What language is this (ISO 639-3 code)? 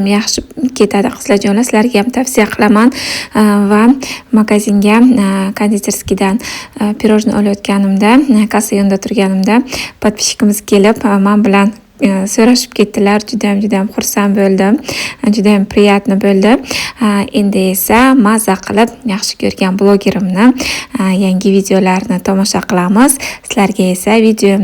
uzb